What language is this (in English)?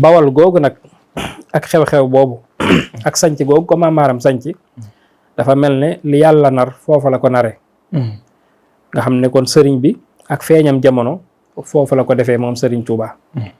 Wolof